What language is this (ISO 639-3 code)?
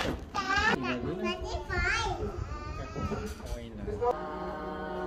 msa